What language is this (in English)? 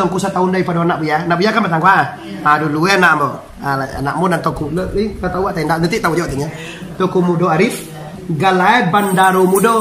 Minangkabau